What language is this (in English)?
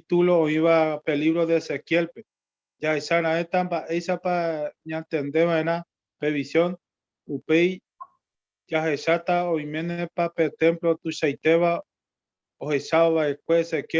Guarani